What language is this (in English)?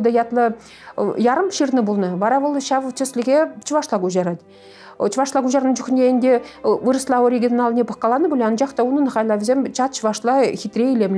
Chuvash